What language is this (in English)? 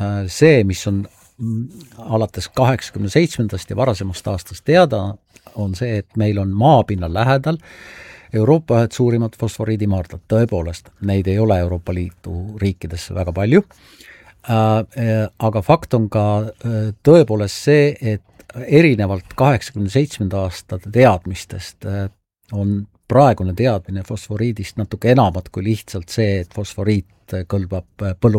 Estonian